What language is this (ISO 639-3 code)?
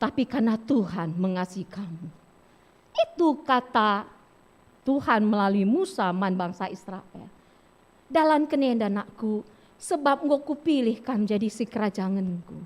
btx